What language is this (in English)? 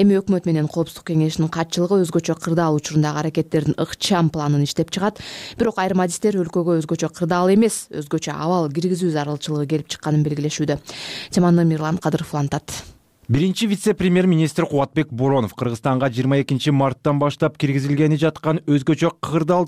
Kyrgyz